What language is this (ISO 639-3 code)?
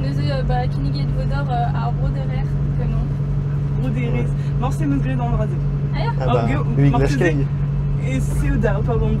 bre